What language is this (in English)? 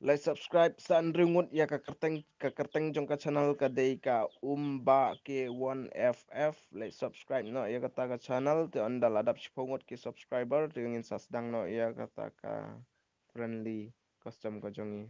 Khasi